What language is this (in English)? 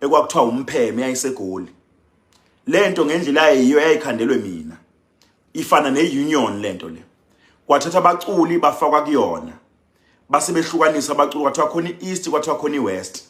Zulu